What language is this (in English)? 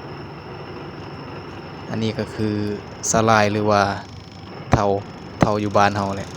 Lao